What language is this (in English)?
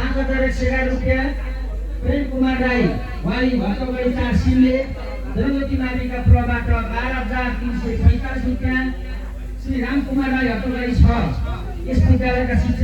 Nepali